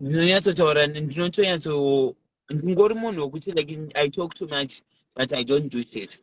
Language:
Shona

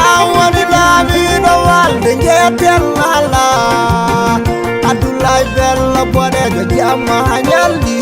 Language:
Nigerian Fulfulde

